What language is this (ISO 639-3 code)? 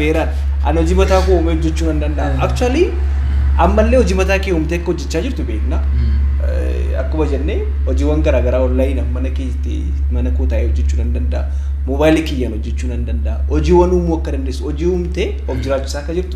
orm